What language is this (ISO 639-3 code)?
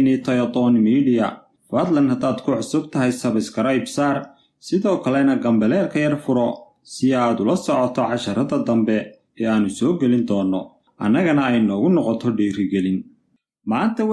som